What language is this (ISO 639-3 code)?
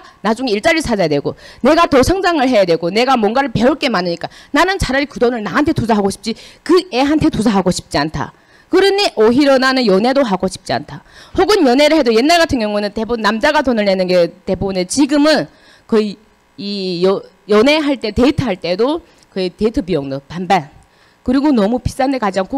kor